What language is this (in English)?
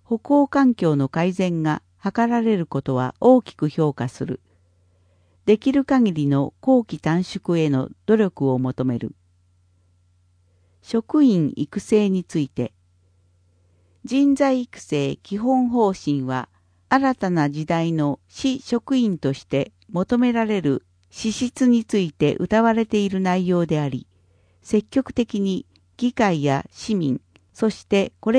Japanese